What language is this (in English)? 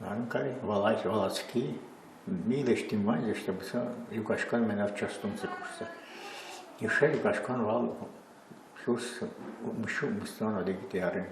Udmurt